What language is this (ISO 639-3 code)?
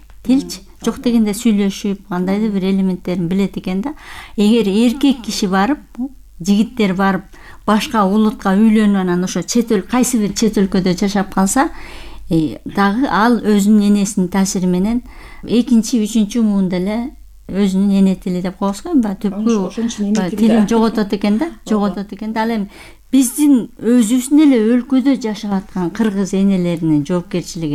kir